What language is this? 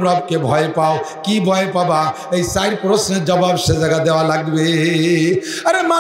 Bangla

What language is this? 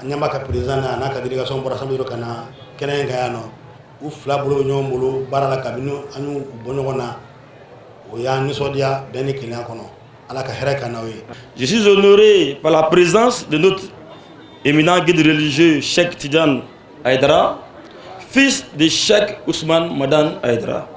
Bambara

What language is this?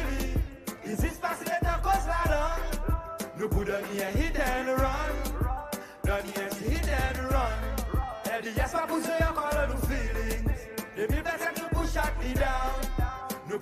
Seselwa Creole French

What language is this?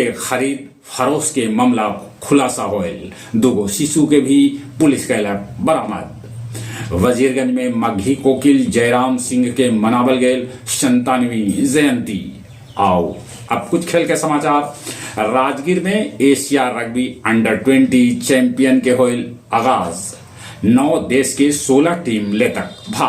Magahi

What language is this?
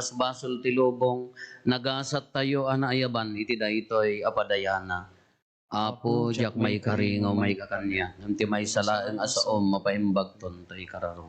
Iloko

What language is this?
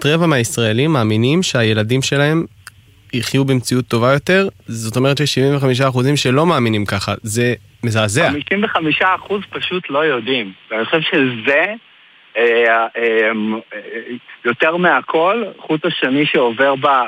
Hebrew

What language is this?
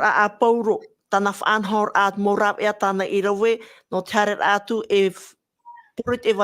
Tahitian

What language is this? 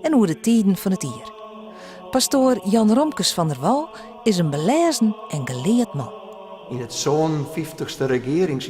Western Frisian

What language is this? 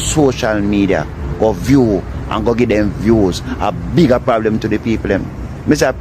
Jamaican Creole English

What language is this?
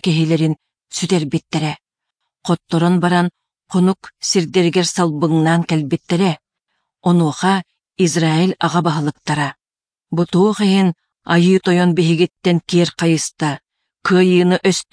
Yakut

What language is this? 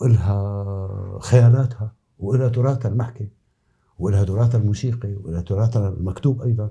North Levantine Arabic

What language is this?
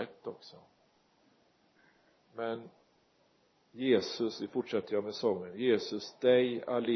Swedish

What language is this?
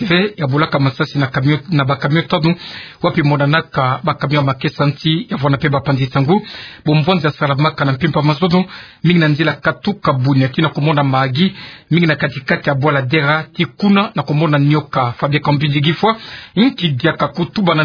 Kituba (Democratic Republic of Congo)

